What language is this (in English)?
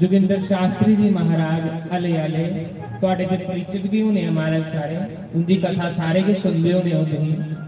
Dogri